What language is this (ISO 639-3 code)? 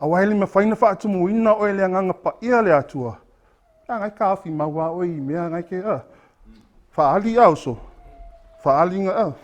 smo